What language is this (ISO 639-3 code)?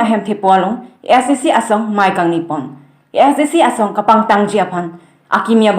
mjw